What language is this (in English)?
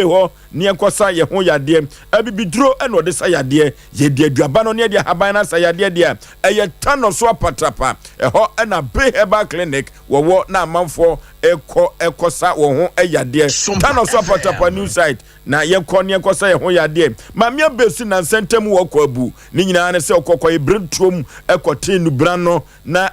Akan